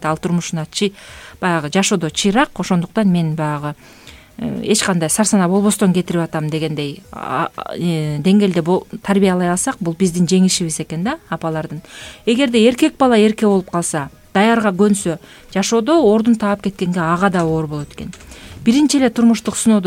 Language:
Kyrgyz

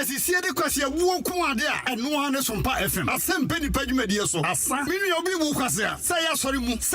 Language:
Akan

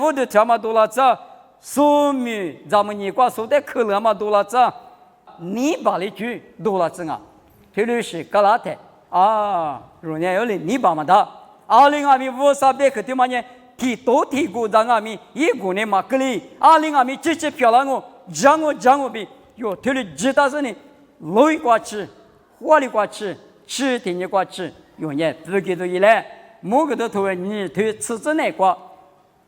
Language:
Lisu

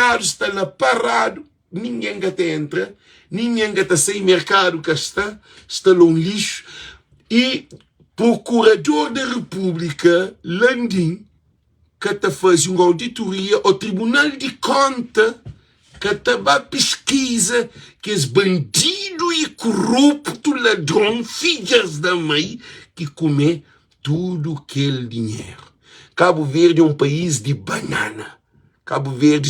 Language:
Kabuverdianu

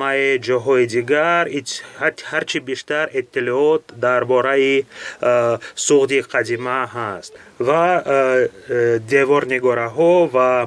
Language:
Tajik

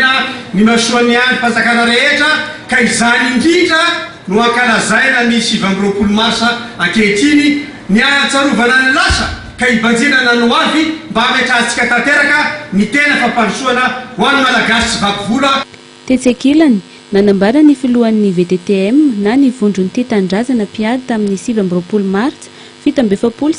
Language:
Malagasy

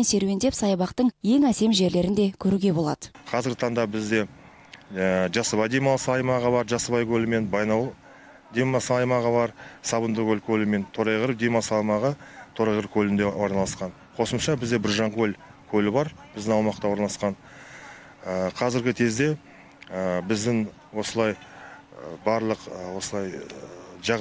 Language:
Kazakh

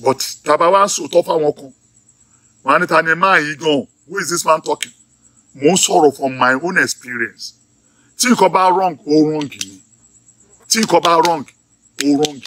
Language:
Yoruba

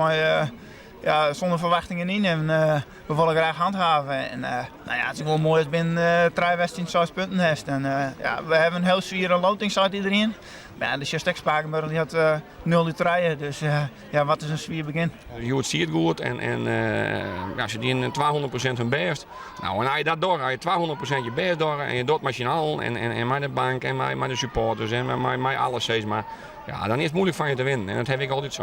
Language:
Western Frisian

